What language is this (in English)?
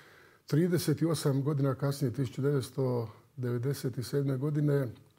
Croatian